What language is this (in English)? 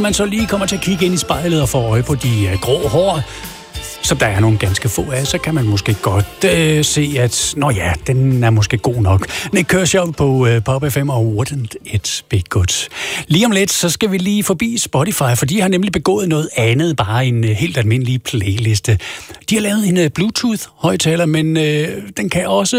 Danish